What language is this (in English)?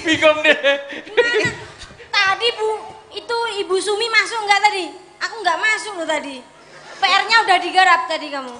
Javanese